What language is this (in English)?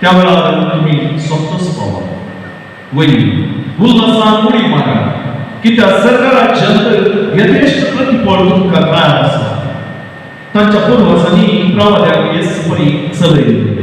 Konkani